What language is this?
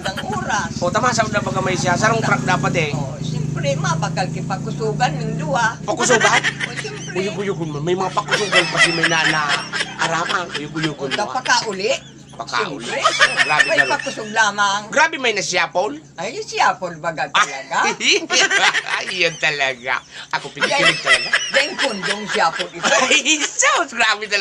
Bikol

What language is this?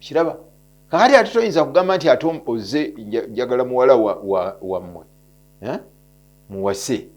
Ganda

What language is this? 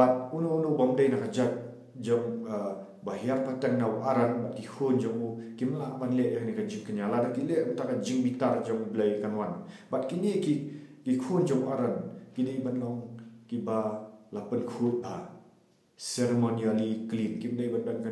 Khasi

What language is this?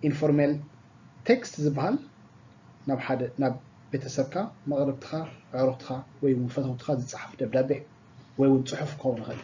Tigrinya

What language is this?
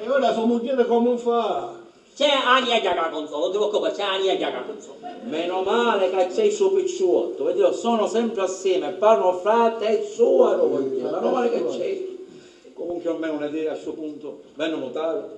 Sicilian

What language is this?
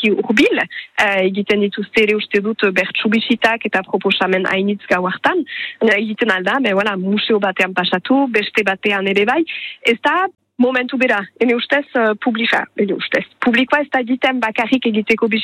Basque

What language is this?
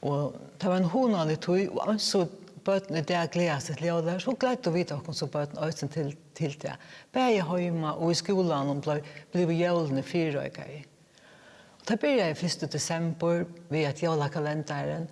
Faroese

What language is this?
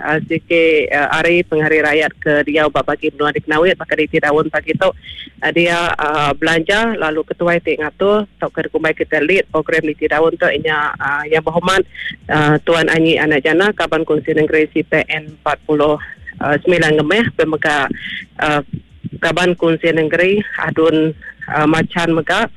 Iban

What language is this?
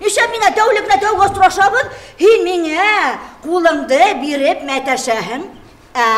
Bashkir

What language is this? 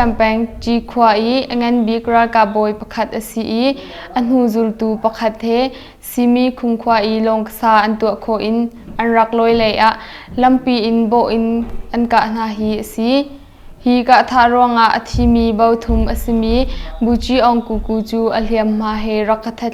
Hakha Chin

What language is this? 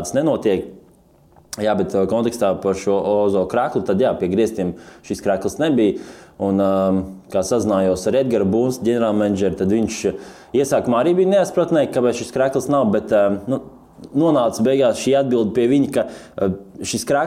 Latvian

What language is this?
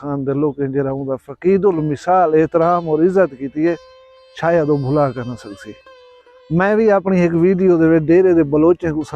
Saraiki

